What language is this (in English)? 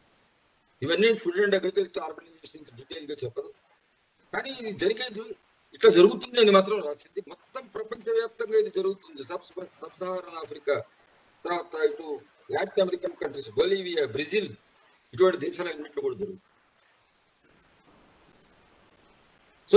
Telugu